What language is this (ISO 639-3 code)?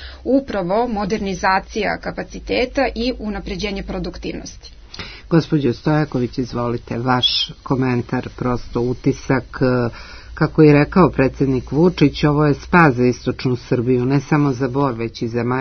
srp